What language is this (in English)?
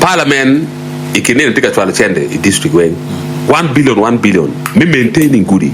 Acoli